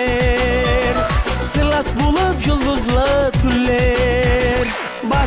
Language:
Kara-Kalpak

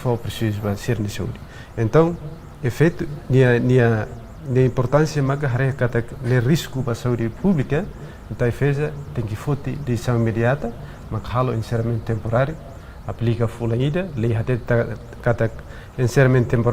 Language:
Tetum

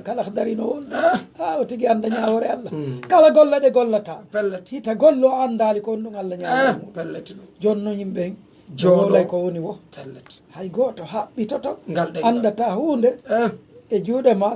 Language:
Pular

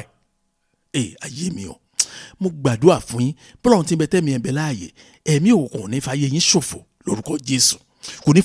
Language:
Yoruba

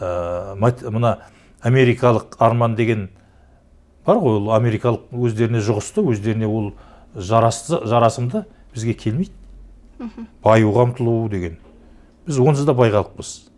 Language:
Kazakh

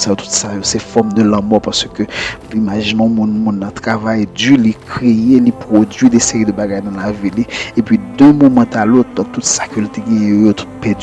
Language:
Haitian Creole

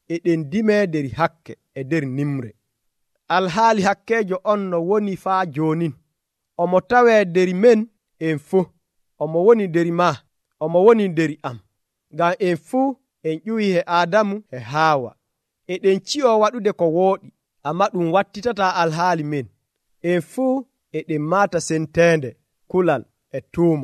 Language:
Nigerian Fulfulde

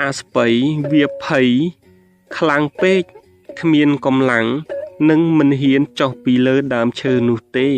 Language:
Khmer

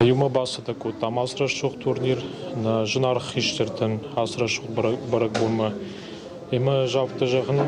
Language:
Ossetic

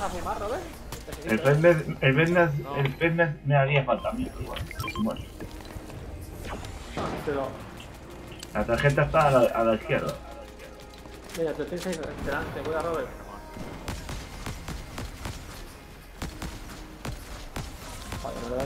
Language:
Spanish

